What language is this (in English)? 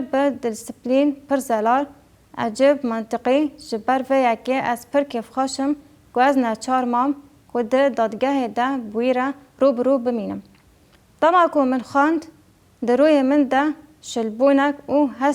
Kurdish